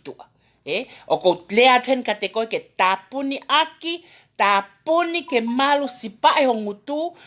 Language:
Tongan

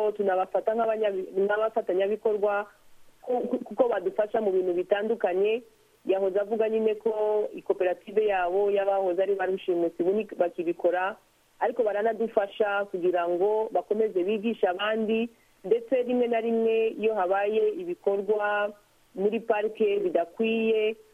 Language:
Kinyarwanda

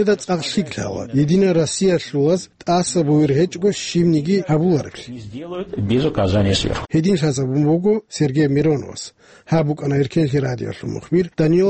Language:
Avaric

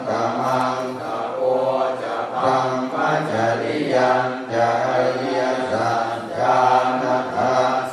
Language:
Pali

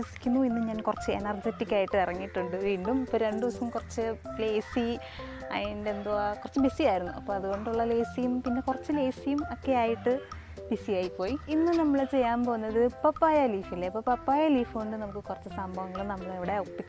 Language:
Malayalam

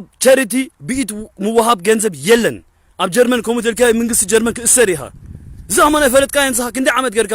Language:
Tigrinya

